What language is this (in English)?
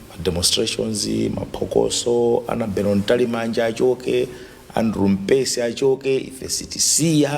Nyanja